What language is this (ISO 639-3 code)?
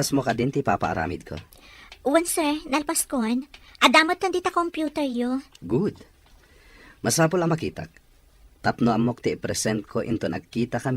ilo